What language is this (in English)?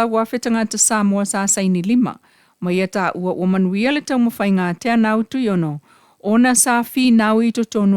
Samoan